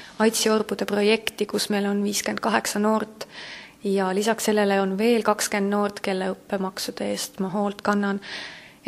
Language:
Estonian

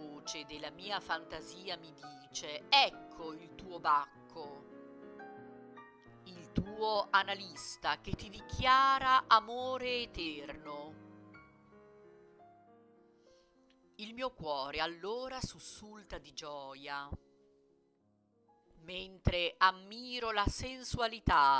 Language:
Italian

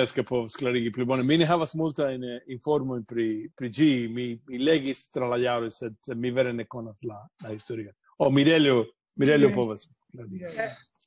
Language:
Esperanto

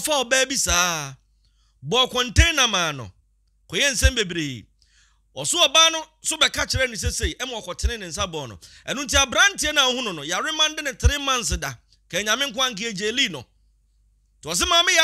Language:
Akan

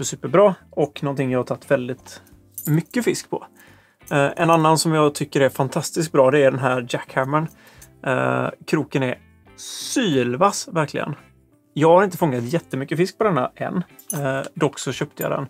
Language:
Swedish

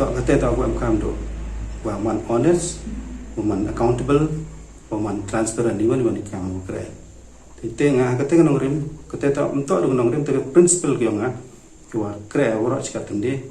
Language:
Pnar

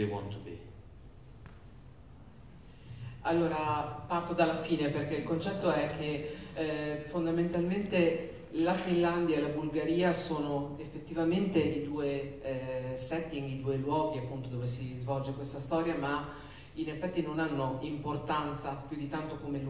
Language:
Italian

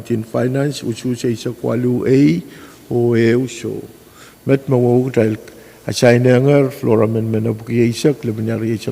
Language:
Pohnpeian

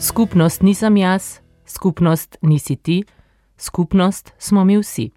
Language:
Slovenian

